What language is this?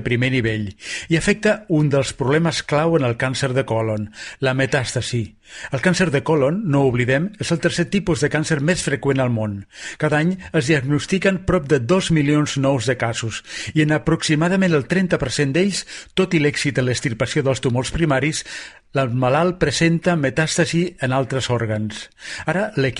Catalan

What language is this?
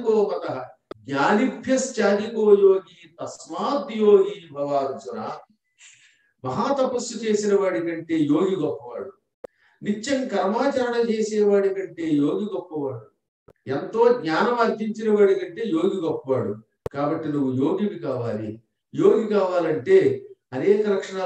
Telugu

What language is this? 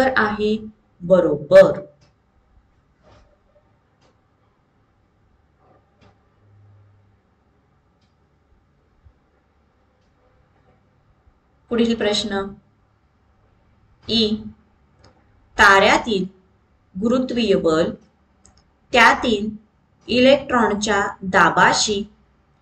Marathi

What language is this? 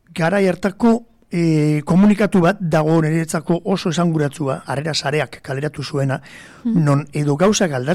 Basque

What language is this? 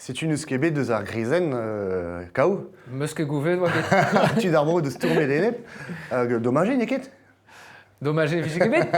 Breton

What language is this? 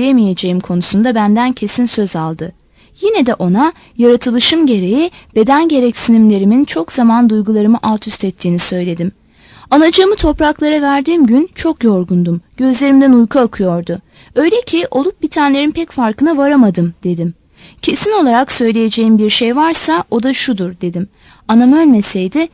Turkish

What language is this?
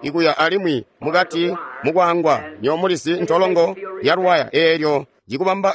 Tonga (Zambia)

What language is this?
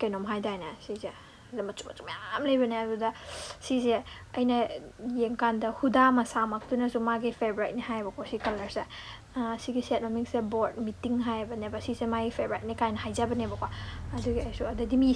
Manipuri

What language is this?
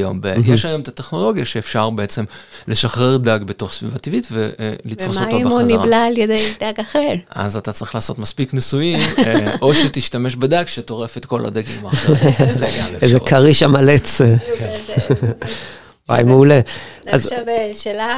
Hebrew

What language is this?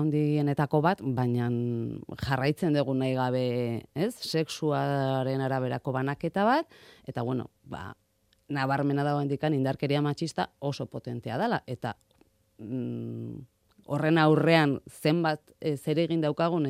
Basque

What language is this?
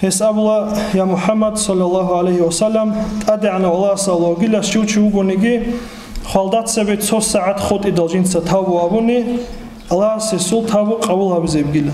Avaric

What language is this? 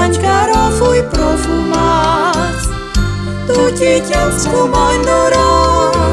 Friulian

